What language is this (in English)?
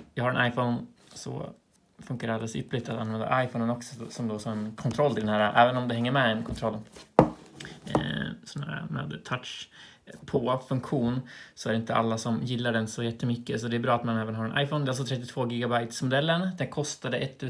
Swedish